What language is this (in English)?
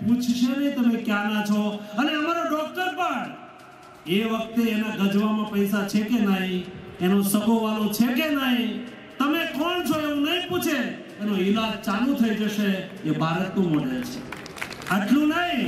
Gujarati